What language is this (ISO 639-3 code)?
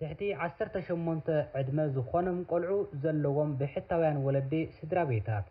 tir